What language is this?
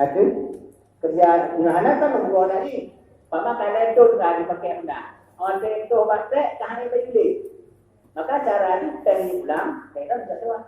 Achinese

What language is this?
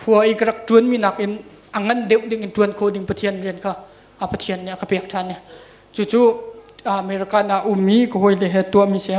Hakha Chin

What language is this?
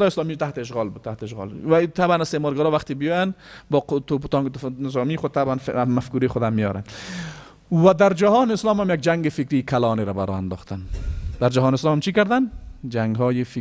Persian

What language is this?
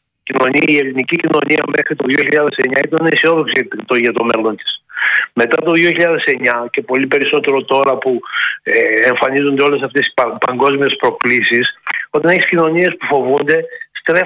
Greek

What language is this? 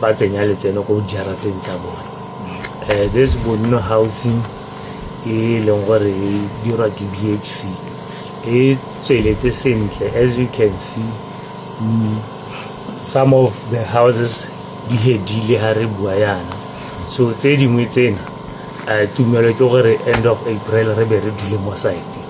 Tswana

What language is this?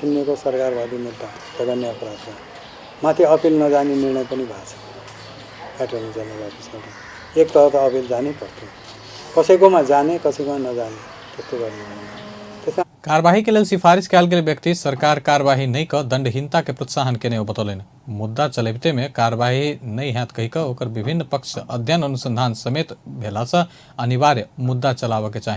Maithili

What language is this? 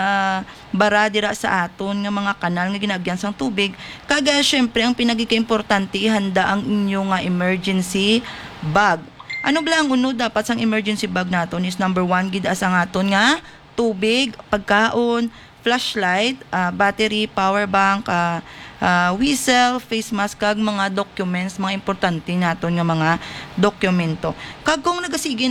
Hiligaynon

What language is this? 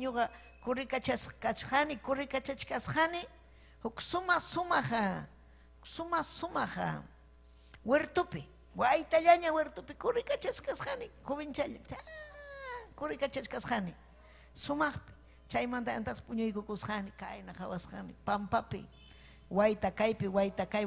Ayacucho Quechua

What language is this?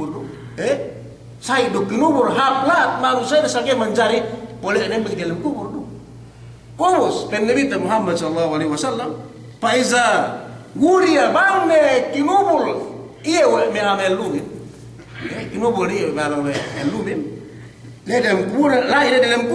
Yakan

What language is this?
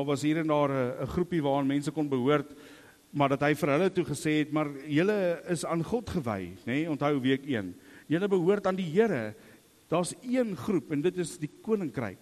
Afrikaans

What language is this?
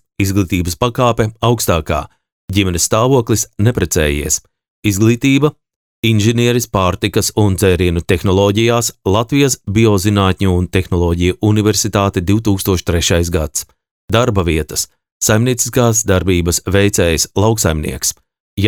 Latvian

